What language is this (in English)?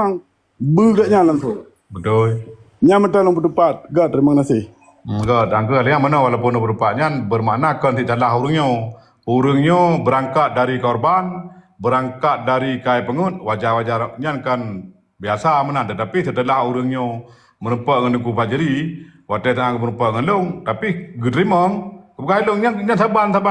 Achinese